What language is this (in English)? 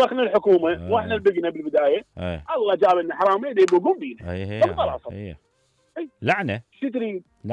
Mesopotamian Arabic